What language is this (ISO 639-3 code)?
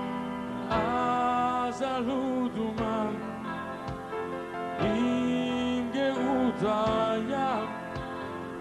heb